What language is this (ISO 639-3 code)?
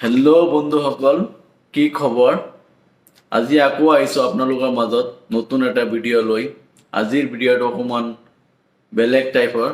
asm